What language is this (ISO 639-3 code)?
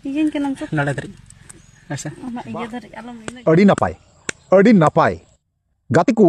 sat